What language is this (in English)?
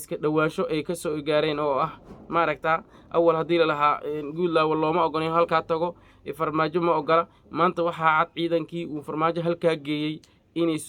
Somali